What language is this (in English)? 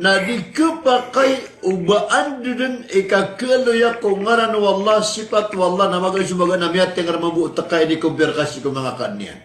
Maranao